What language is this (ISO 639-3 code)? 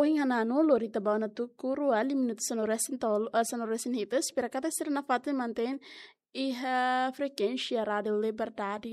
tet